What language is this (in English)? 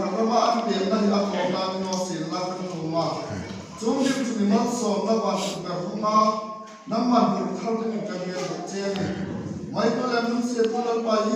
Hmar